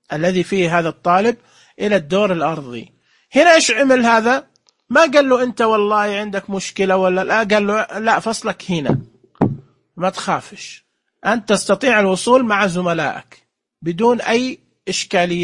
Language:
Najdi Arabic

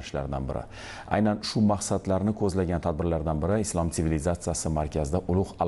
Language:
Uzbek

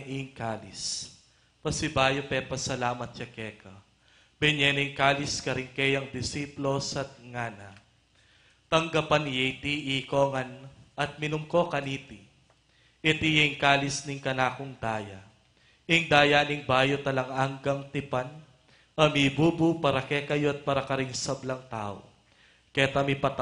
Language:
Pampanga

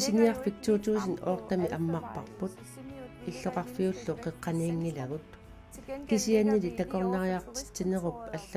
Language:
Kalaallisut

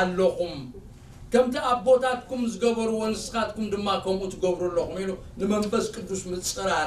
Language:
Tigrinya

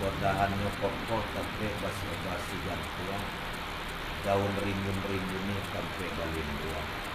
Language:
Minangkabau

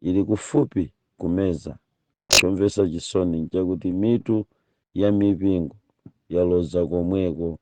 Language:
Nyanja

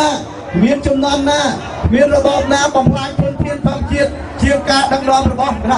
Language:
Khmer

